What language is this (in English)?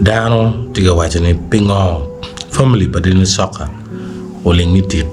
Acoli